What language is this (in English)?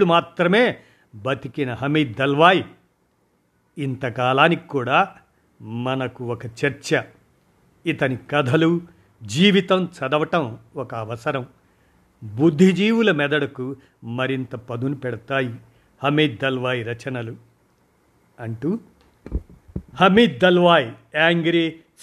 Telugu